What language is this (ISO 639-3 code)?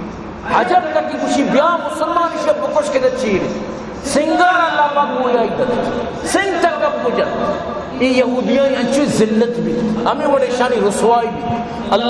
bal